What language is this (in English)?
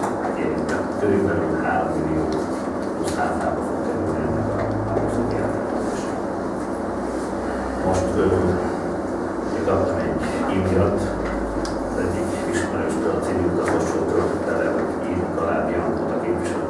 Hungarian